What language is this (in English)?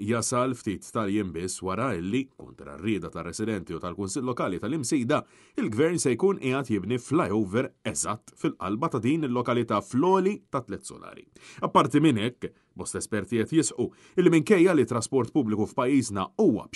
Maltese